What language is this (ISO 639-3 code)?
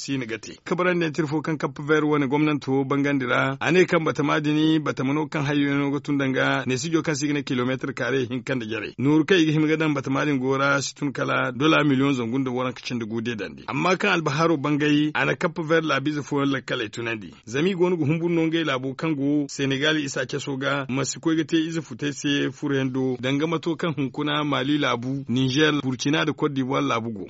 dje